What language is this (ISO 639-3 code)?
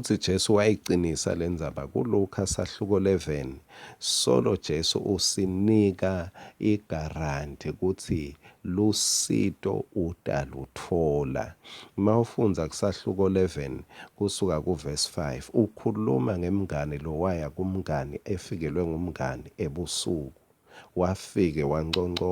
ssw